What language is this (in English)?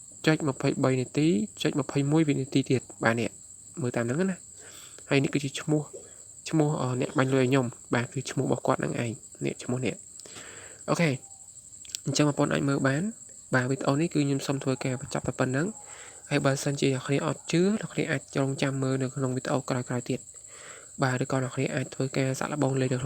Khmer